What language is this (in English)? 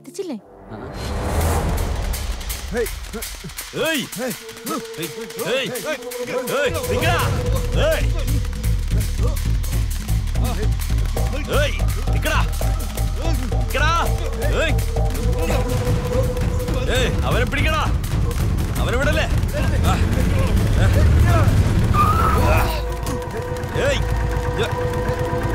Malayalam